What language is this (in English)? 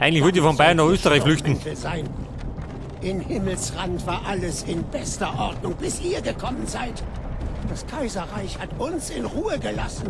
Bavarian